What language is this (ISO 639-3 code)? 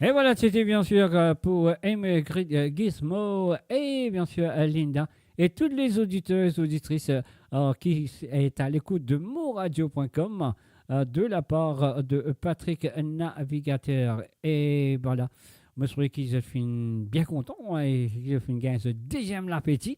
mfe